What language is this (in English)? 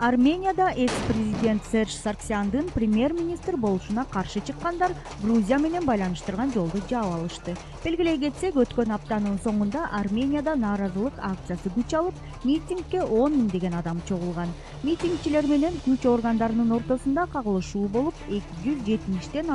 Kyrgyz